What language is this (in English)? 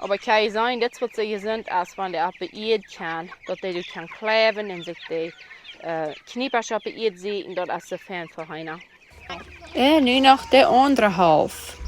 Plautdietsch